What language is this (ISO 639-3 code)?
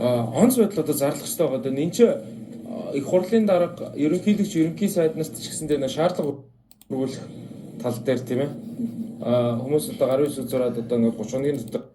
mon